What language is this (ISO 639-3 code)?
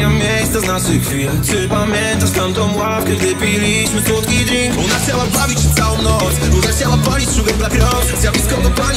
pol